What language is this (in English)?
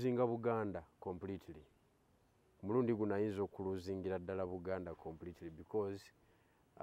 Ganda